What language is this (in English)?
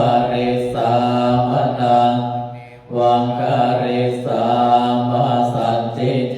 Pali